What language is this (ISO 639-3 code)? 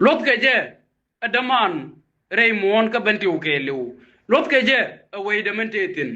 nus